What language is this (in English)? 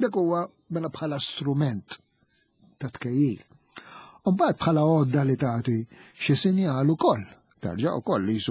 Maltese